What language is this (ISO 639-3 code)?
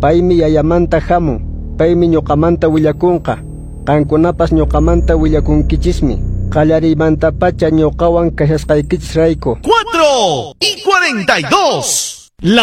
que